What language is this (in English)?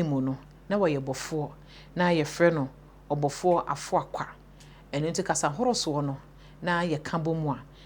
Akan